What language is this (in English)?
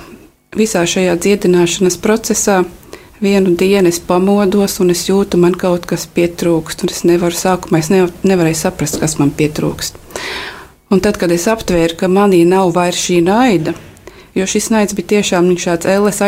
Latvian